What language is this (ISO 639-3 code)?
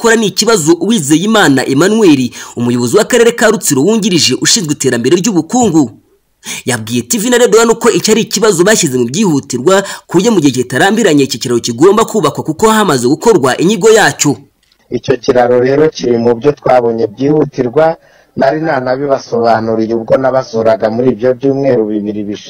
kin